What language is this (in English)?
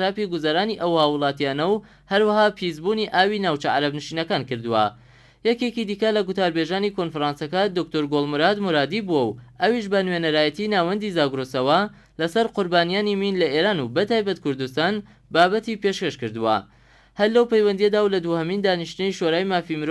Central Kurdish